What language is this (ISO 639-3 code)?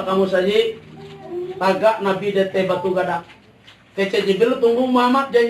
min